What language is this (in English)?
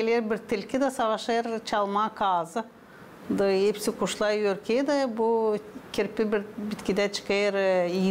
Gagauz